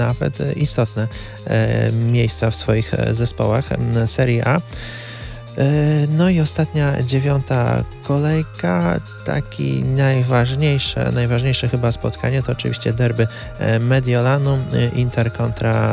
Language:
Polish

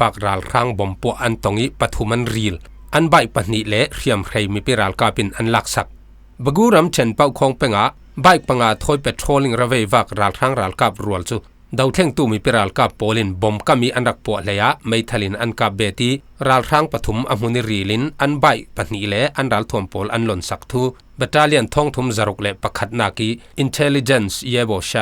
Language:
Falam Chin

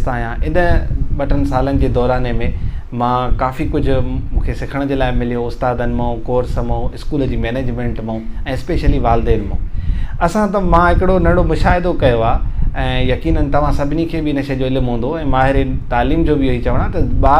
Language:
Sindhi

